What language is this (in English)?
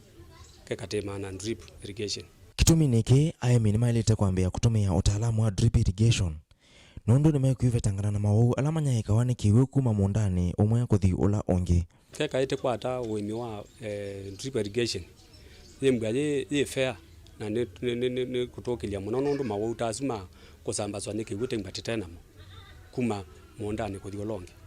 Kamba